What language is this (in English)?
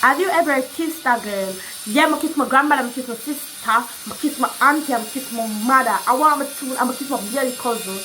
Jamaican Creole English